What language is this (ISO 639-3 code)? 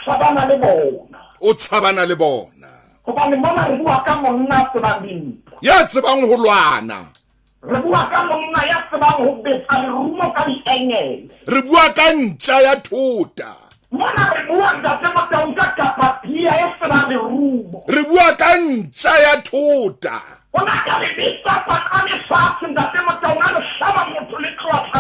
sot